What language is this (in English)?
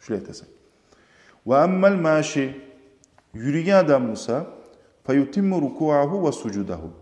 Kumyk